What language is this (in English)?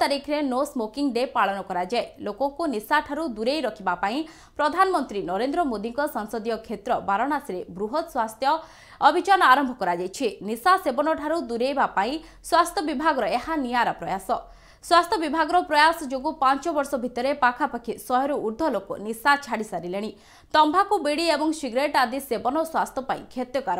Odia